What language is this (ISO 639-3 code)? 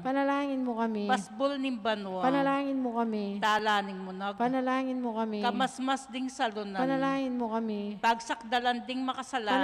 pam